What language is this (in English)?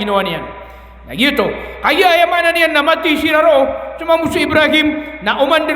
Maranao